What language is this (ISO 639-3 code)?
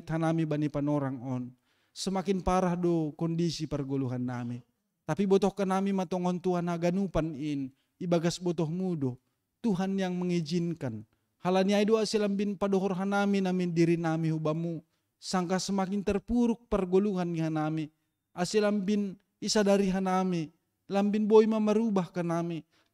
bts